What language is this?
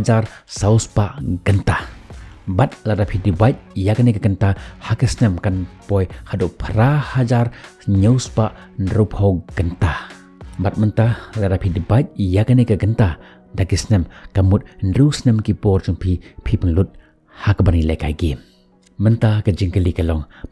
Khasi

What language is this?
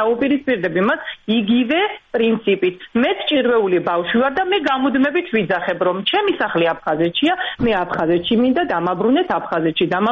Georgian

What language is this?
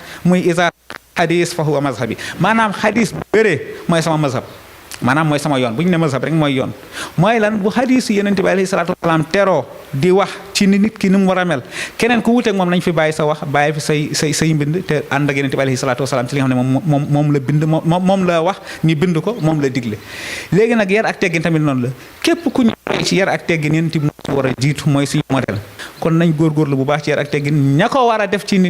Wolof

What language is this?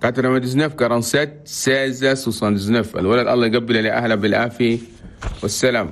Chadian Arabic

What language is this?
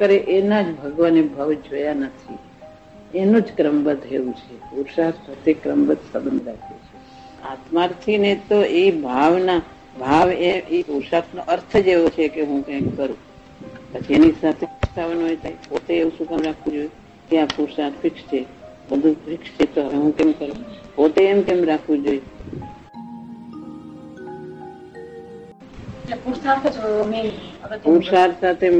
Gujarati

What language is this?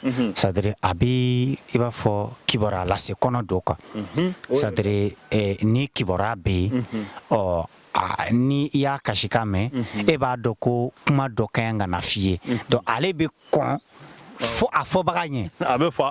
Bambara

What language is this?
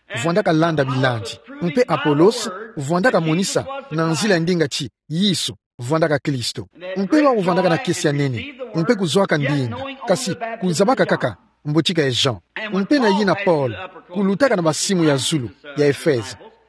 Kituba (Democratic Republic of Congo)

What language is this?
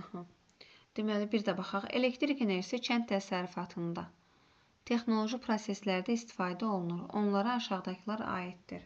Azerbaijani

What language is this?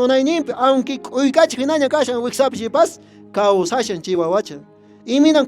Quechua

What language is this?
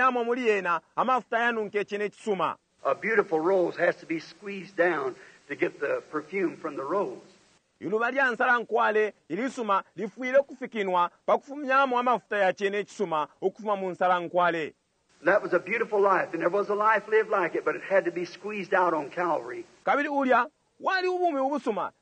Bemba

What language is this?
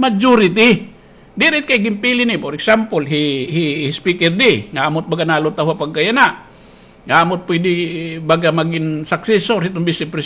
Waray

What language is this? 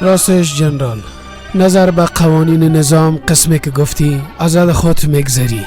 Persian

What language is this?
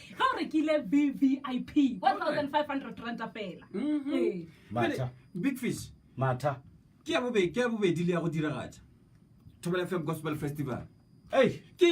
Northern Sotho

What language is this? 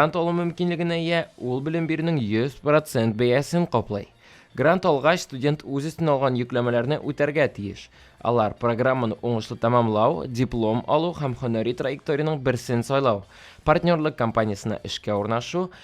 Tatar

